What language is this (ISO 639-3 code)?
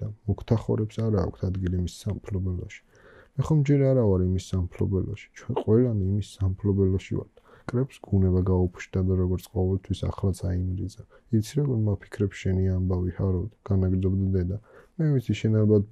kat